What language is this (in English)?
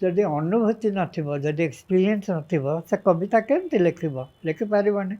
Odia